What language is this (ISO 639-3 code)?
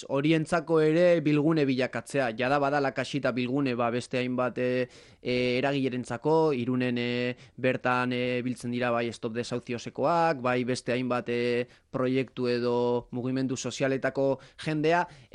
eus